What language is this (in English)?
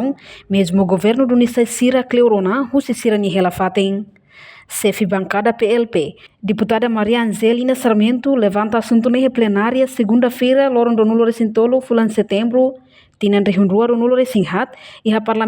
Tetum